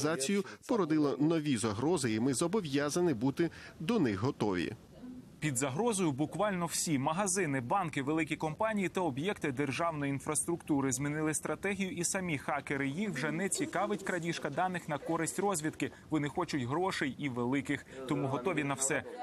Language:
Ukrainian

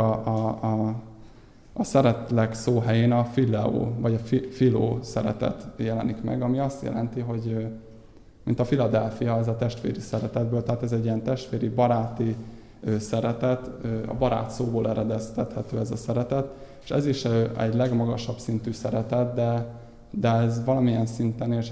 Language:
Hungarian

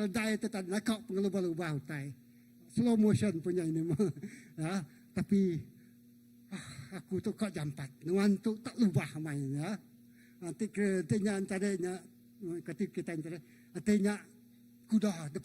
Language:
Iban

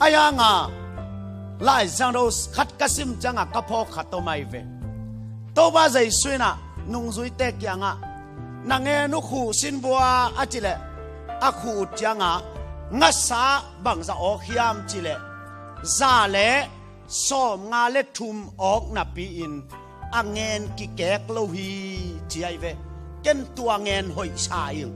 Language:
Tedim Chin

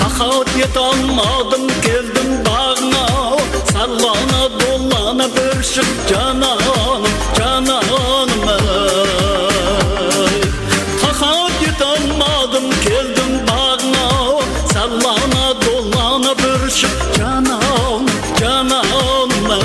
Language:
Kara-Kalpak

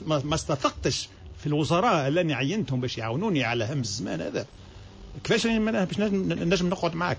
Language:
Tunisian Arabic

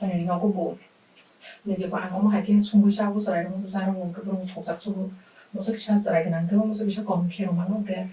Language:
Kok Borok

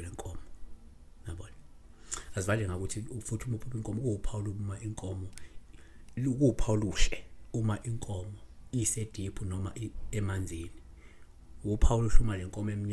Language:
Zulu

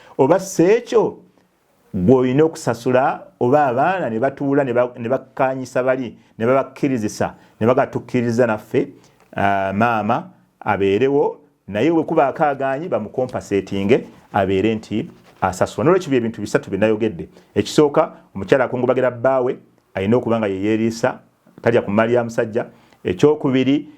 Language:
Ganda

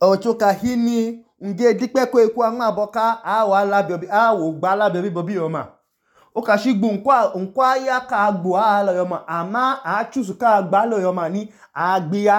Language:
Idoma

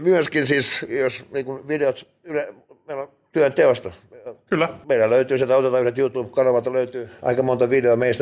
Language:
Finnish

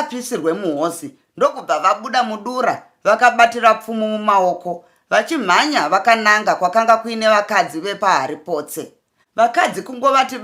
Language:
Shona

